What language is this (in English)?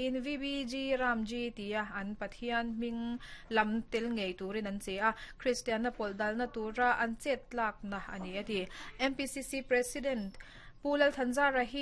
Mizo